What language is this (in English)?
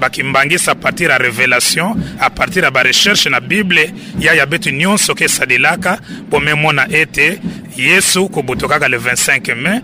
Kituba (Democratic Republic of Congo)